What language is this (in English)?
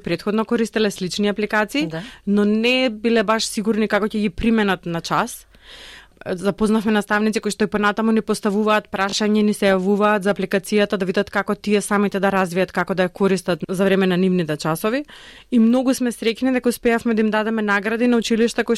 Macedonian